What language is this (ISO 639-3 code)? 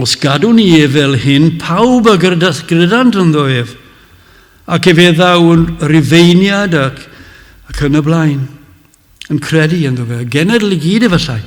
cym